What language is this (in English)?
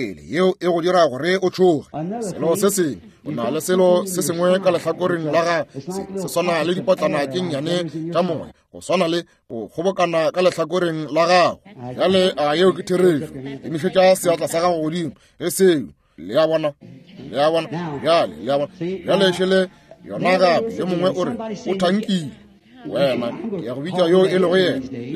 Northern Sotho